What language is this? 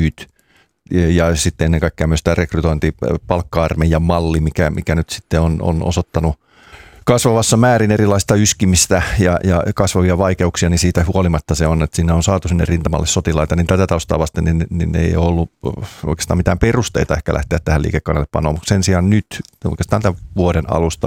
Finnish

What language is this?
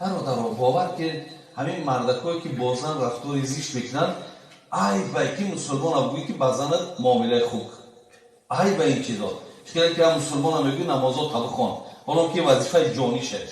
Tajik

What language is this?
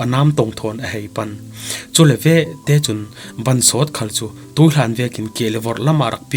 Falam Chin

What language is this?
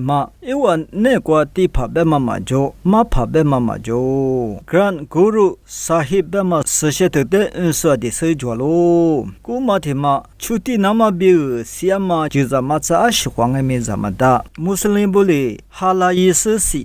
Lisu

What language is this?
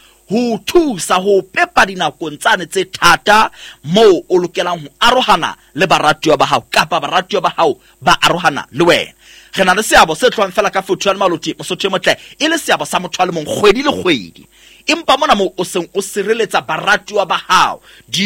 Southern Sotho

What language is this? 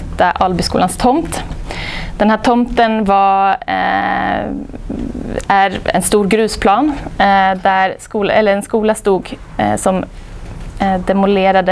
Swedish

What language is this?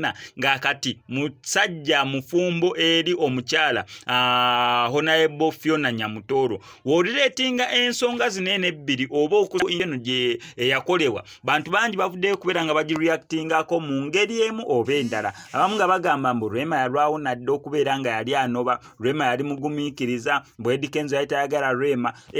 Ganda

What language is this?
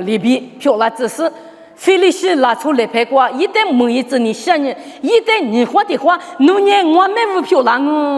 Lisu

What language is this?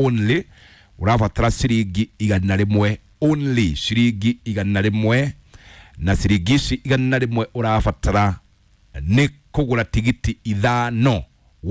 Kikuyu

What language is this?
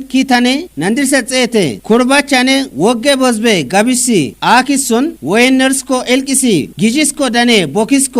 Kafa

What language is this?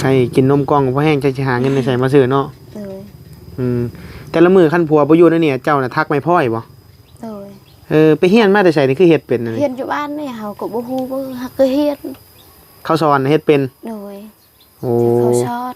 Northeastern Thai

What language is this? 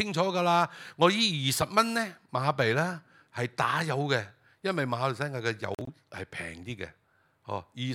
Cantonese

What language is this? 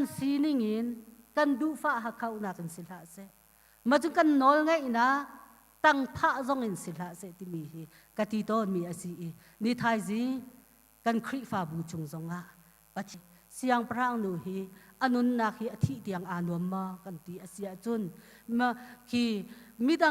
Hakha Chin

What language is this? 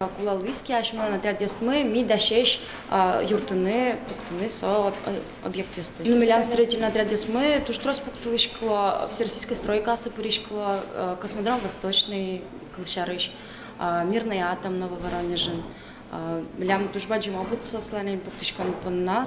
Udmurt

